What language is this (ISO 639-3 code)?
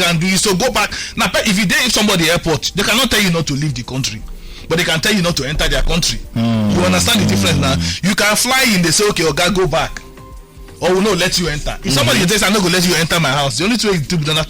pcm